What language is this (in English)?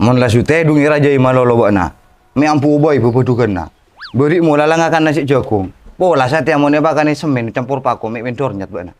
Madurese